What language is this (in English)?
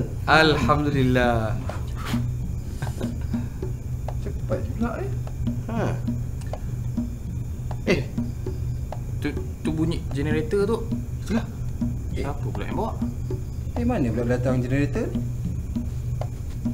Malay